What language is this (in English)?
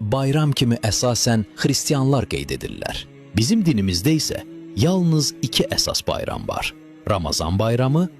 Azerbaijani